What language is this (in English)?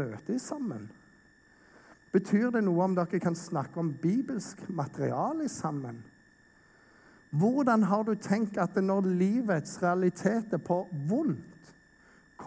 Norwegian